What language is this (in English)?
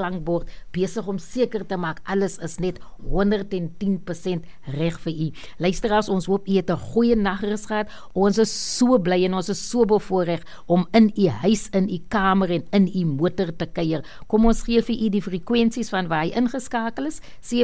Afrikaans